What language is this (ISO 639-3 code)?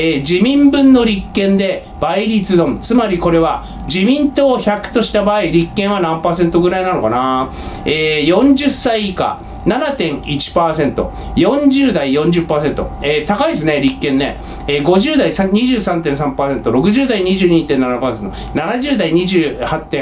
jpn